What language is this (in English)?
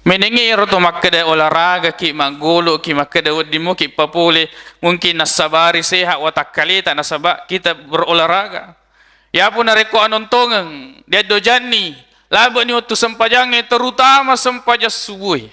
Buginese